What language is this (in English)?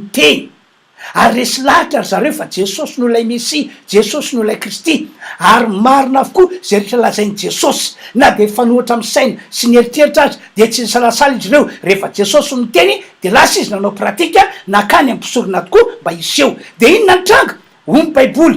Malagasy